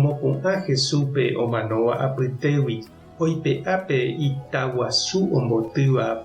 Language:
Guarani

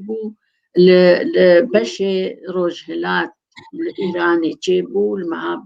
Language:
Kurdish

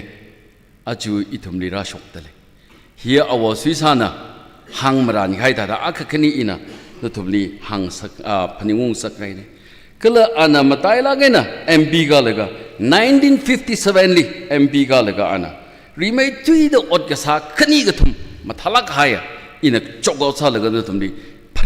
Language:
Tangkhul Naga (India)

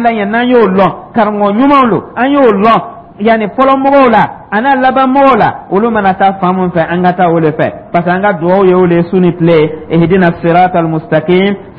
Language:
Dyula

